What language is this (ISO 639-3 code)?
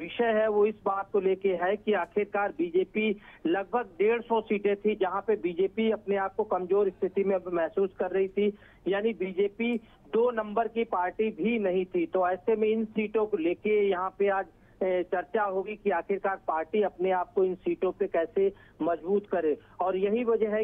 hin